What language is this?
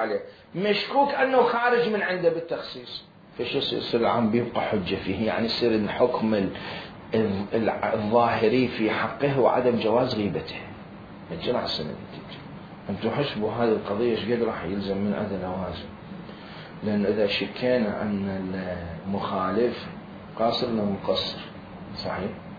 Mesopotamian Arabic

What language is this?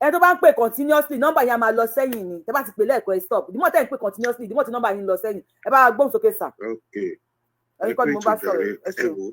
Yoruba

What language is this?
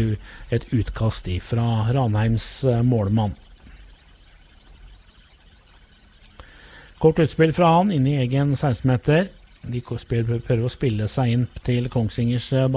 Norwegian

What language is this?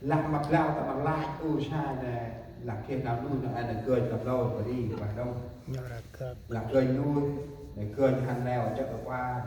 Central Mnong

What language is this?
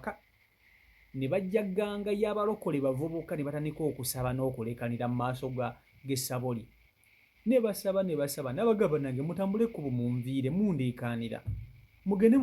Ganda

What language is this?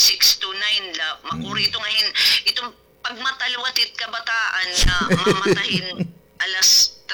Waray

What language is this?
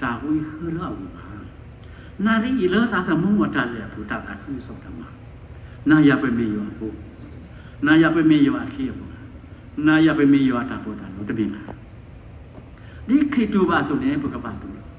S'gaw Karen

